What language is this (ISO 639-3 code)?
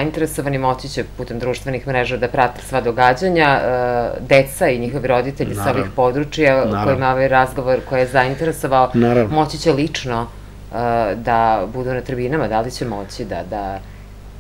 srp